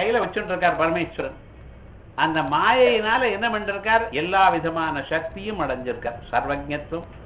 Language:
Tamil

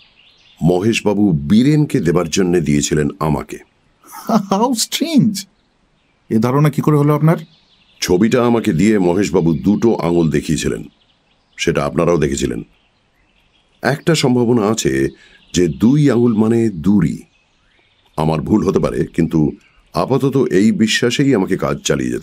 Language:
Bangla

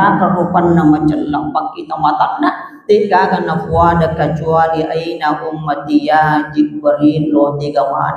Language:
Buginese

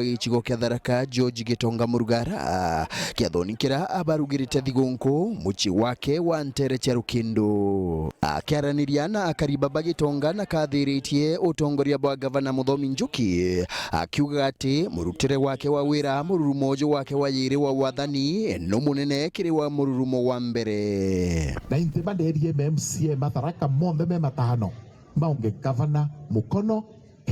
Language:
Meru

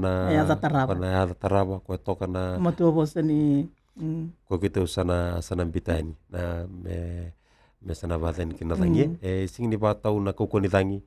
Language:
Fijian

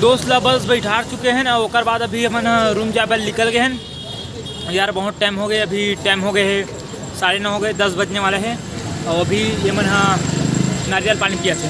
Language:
Chhattisgarhi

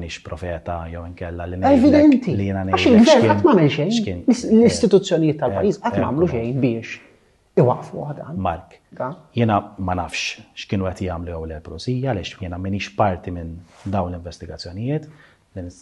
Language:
Maltese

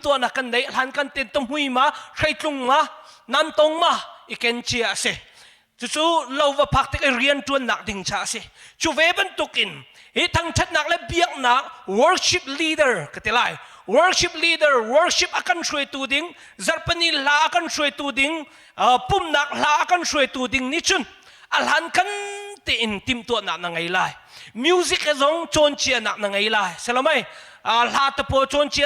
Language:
Hakha Chin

